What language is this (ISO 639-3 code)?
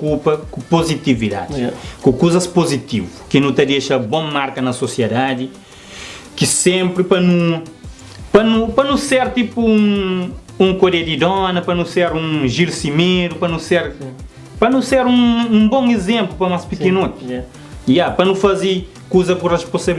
kea